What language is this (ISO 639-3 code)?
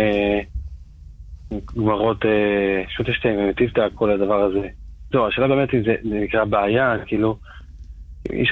heb